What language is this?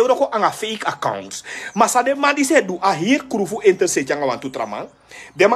Sranan Tongo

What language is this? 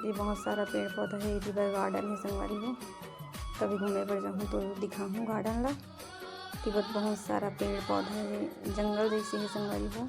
Chhattisgarhi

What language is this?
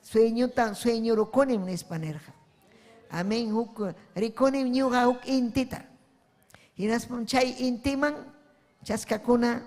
Ayacucho Quechua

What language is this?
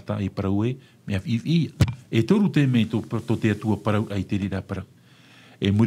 Tahitian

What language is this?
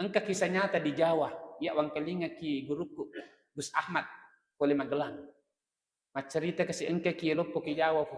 Buginese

